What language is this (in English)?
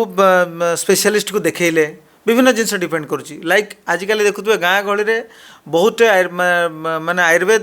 Odia